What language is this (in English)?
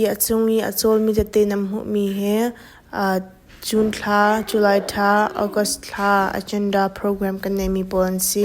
Hakha Chin